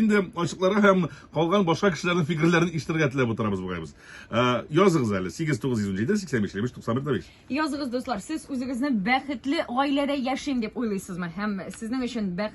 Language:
Tatar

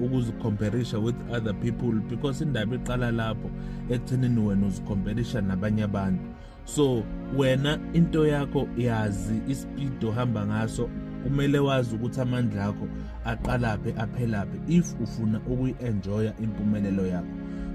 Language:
Zulu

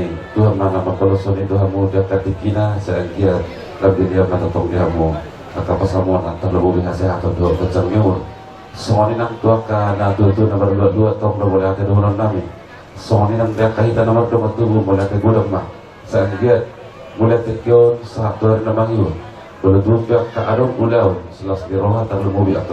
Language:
Batak Toba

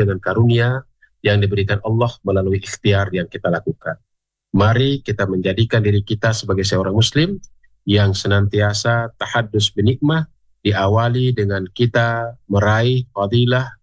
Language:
Indonesian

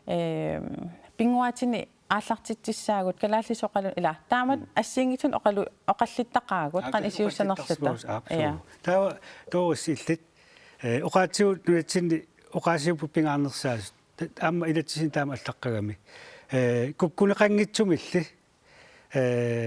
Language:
Kalaallisut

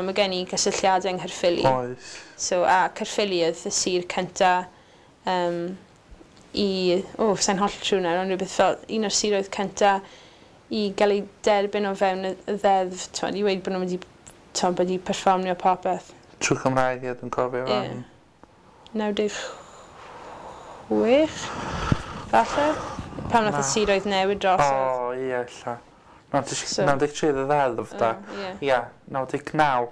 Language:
Welsh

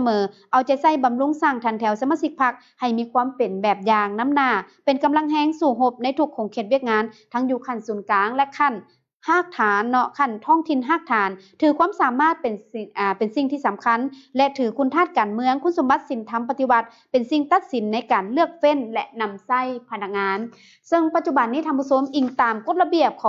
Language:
Lao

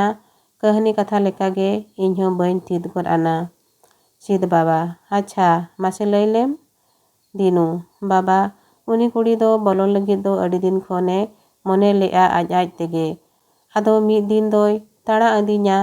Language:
Santali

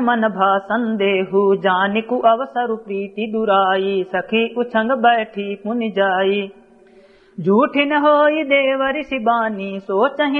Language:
Awadhi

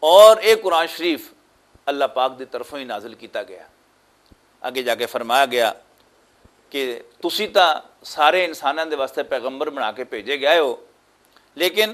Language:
Western Panjabi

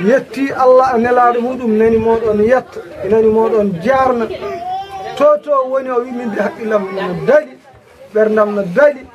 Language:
Fula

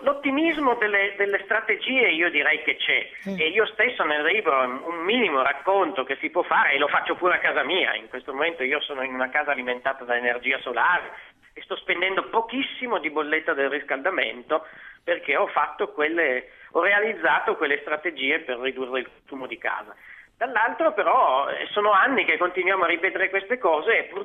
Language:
Italian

